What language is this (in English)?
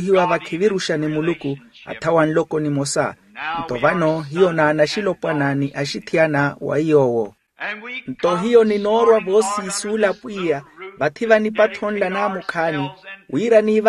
Makhuwa